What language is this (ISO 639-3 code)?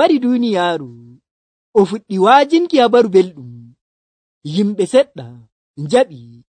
fuv